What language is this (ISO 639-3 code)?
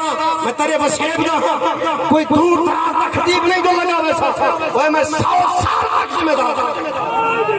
skr